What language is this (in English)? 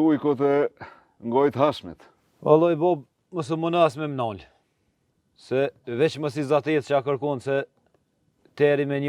Albanian